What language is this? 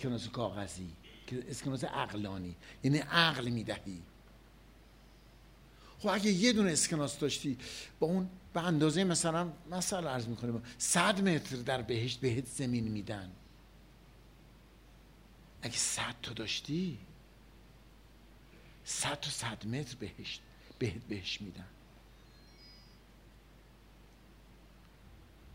Persian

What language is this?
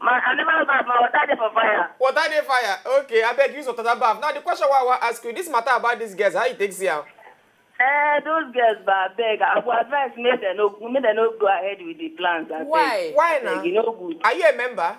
Nigerian Pidgin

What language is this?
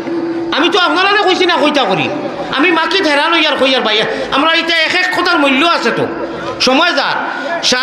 Sylheti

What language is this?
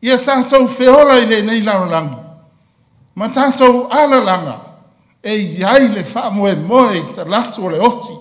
Samoan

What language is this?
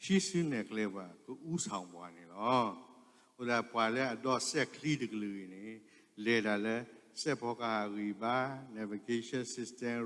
S'gaw Karen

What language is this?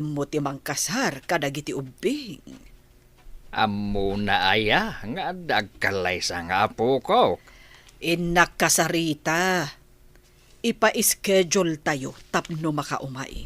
Iloko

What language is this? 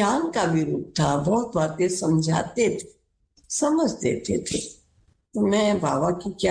Hindi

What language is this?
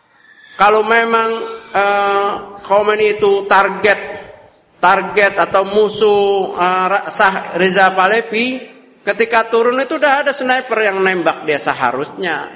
Indonesian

